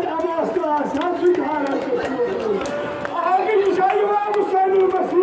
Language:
Kashmiri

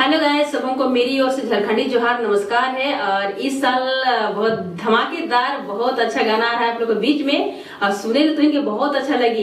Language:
Sadri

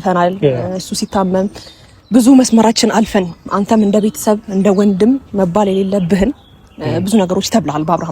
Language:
Amharic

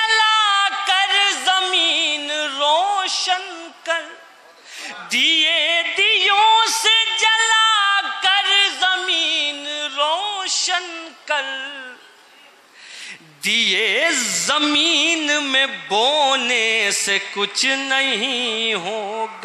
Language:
Urdu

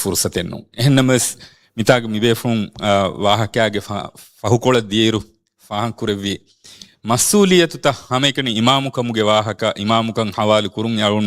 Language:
Divehi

